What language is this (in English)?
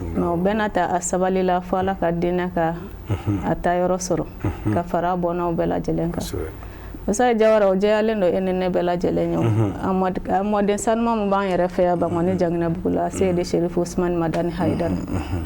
Bambara